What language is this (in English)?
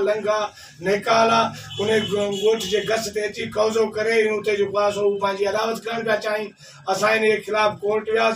Sindhi